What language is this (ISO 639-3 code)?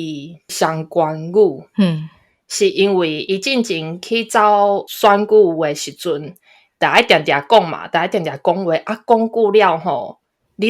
nan